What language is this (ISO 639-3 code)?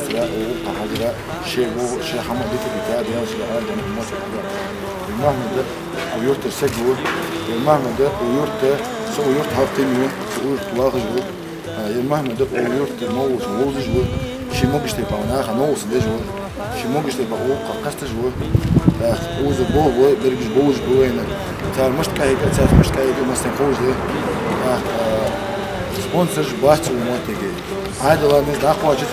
inh